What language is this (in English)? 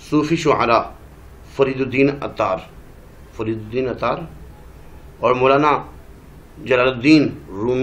Urdu